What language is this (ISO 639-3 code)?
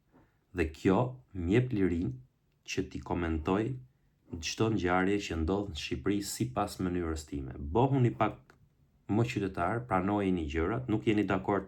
sqi